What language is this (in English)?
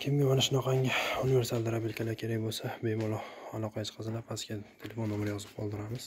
Uzbek